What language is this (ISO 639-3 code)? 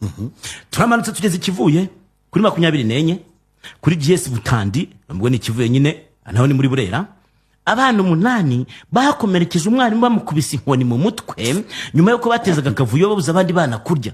kin